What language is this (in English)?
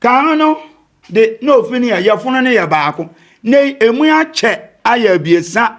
Akan